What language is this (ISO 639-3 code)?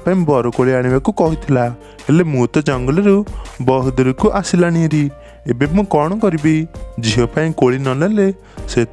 ori